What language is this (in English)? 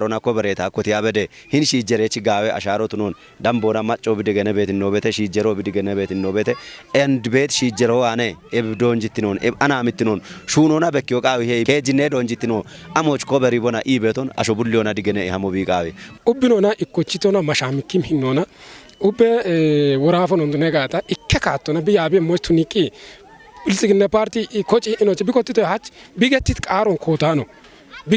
Kafa